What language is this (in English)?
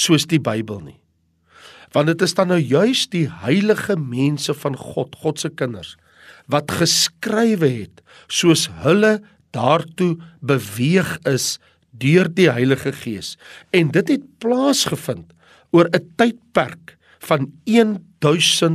Afrikaans